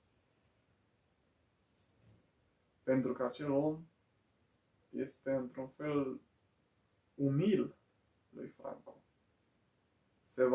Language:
Romanian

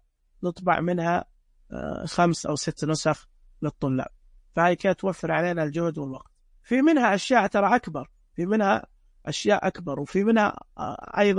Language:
Najdi Arabic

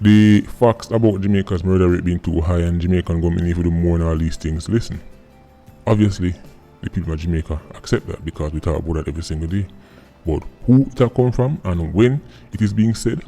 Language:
Jamaican Creole English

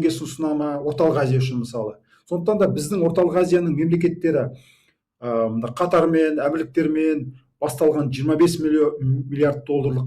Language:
Kazakh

